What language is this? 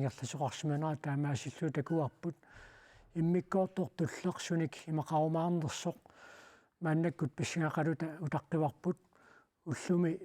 Kalaallisut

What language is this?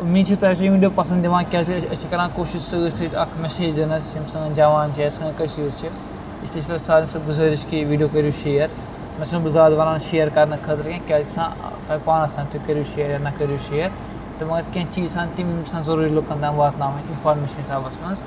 Kashmiri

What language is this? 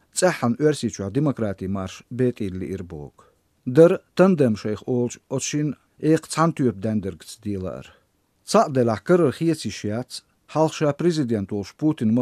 Chechen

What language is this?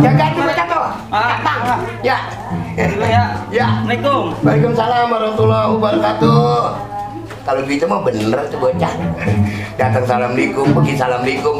Betawi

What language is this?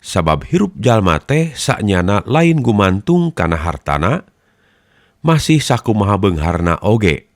Sundanese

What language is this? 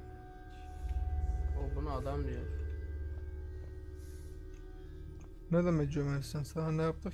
Turkish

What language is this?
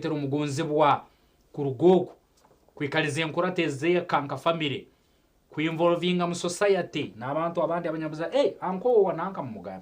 Nyankole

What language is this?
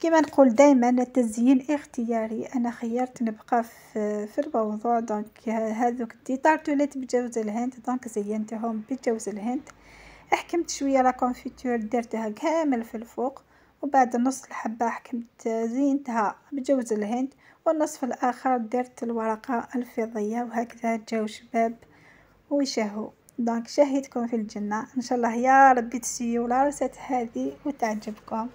Algerian Arabic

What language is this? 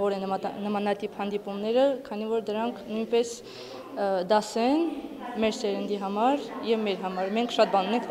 Armenian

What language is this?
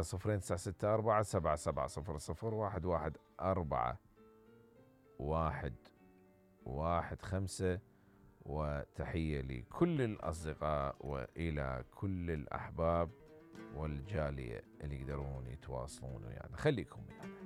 Mesopotamian Arabic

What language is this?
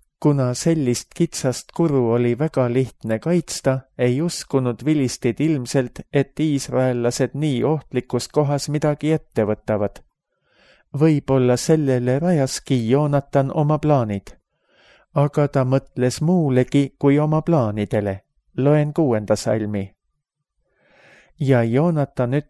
Estonian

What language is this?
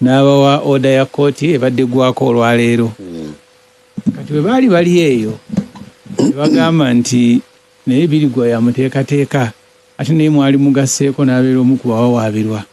Ganda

